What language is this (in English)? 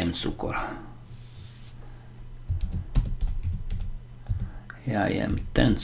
Slovak